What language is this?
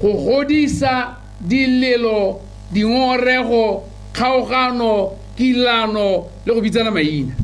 Tswana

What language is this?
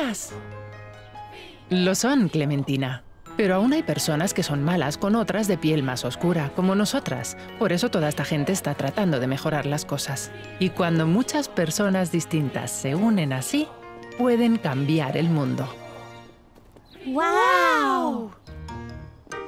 Spanish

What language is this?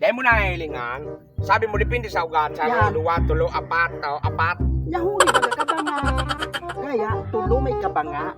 Bikol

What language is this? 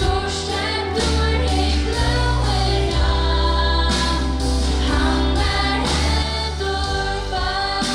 Faroese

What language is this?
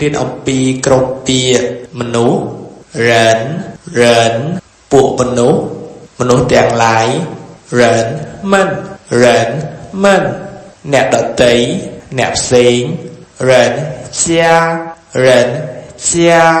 Khmer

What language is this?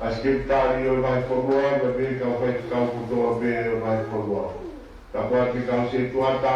Tongan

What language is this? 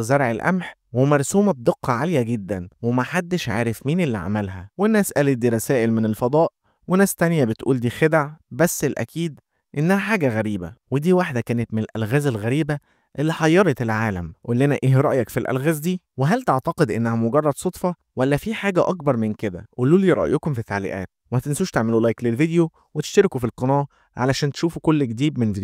Egyptian Arabic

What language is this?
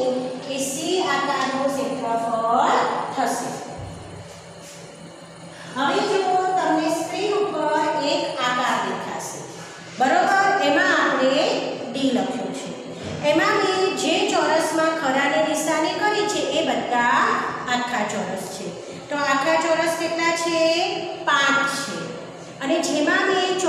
Gujarati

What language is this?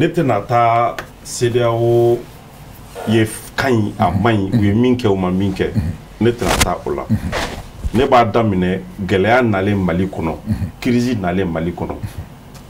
Bambara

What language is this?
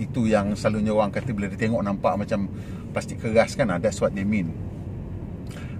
Malay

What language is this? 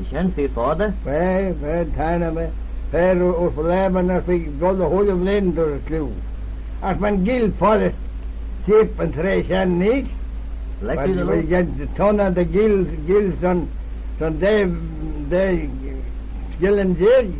Manx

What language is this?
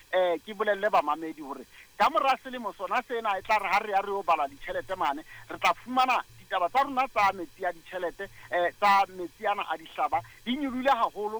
Southern Sotho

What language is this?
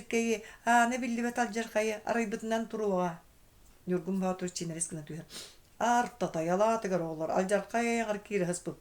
Yakut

